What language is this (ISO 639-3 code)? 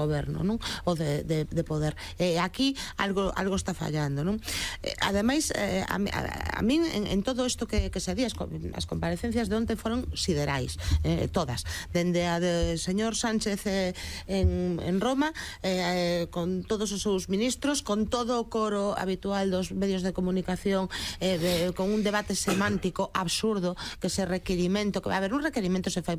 glg